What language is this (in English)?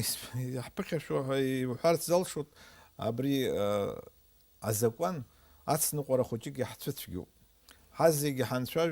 Abkhazian